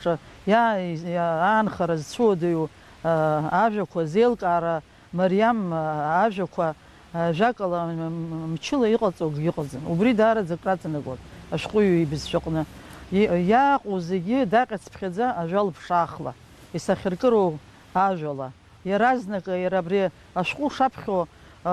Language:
Abkhazian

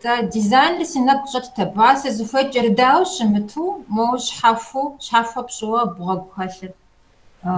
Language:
Kabardian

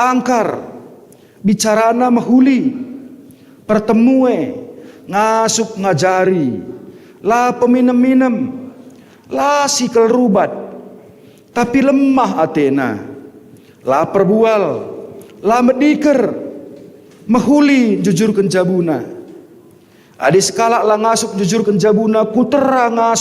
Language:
Batak Karo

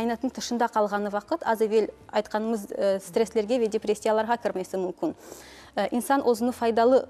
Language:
Crimean Tatar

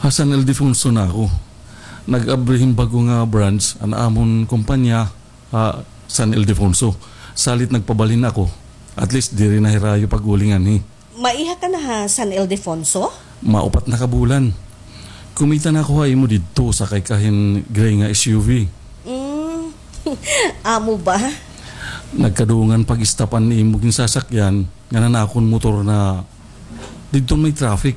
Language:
Waray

